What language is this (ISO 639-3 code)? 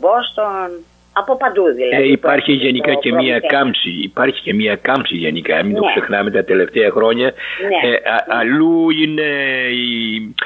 ell